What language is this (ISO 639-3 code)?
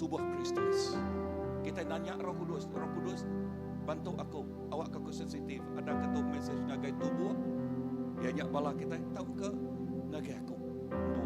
iba